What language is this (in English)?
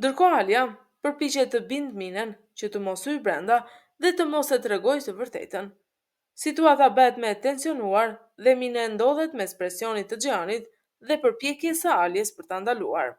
Albanian